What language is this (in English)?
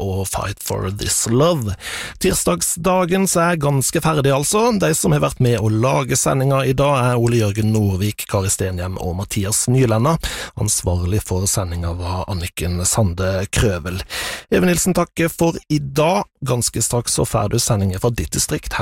Norwegian